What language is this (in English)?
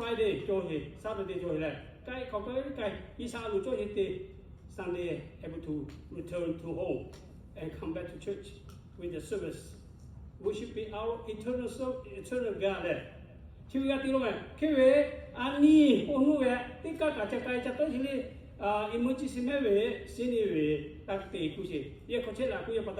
Lahu